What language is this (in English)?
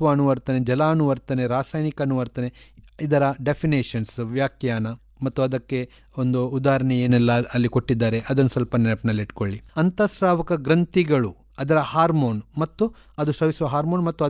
Kannada